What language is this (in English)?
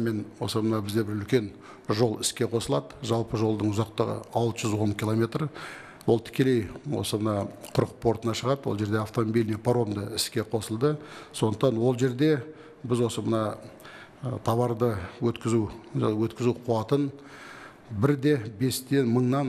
Kazakh